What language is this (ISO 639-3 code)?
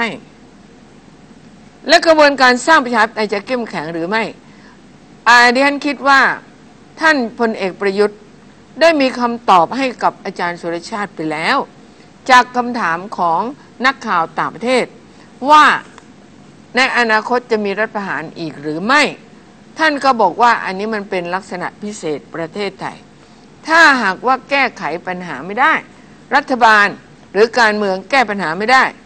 tha